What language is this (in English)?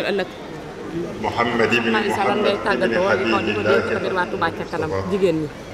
Wolof